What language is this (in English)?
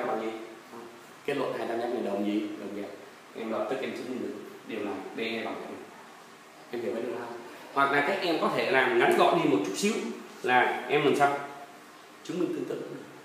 Vietnamese